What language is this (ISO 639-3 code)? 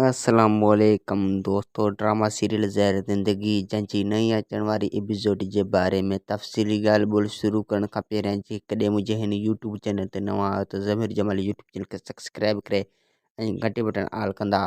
snd